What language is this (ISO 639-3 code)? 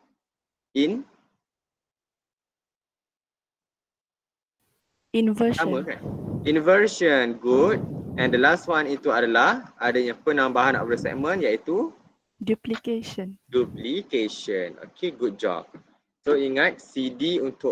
msa